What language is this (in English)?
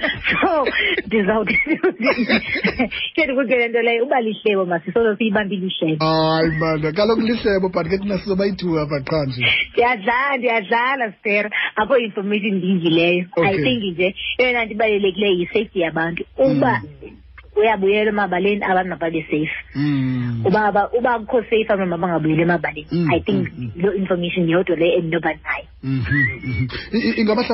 Xhosa